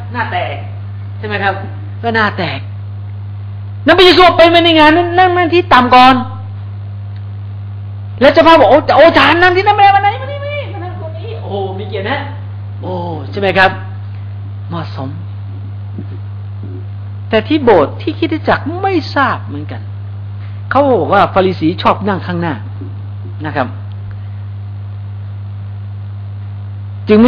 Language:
Thai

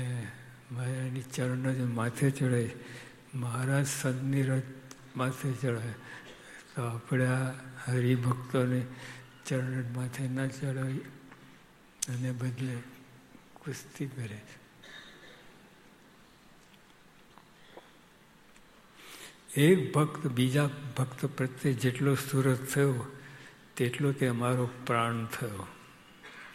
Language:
Gujarati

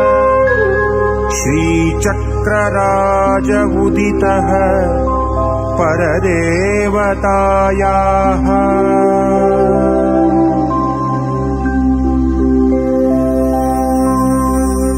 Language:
Kannada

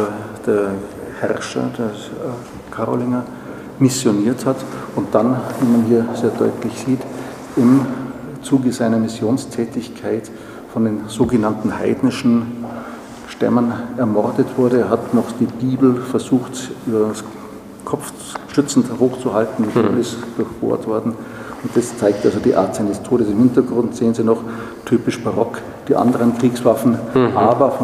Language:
German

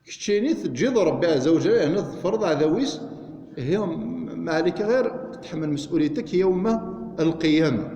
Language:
Kabyle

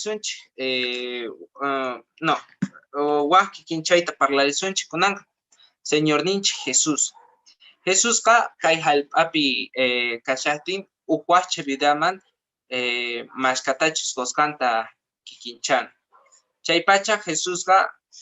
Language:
Quechua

